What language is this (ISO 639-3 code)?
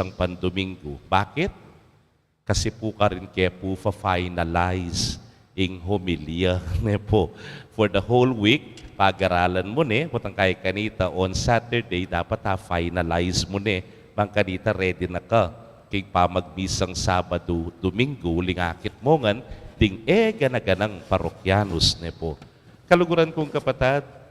pam